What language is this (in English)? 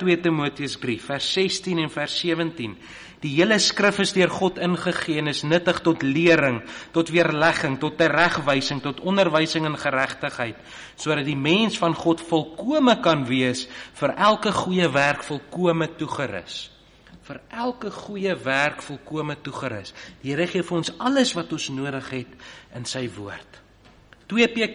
Afrikaans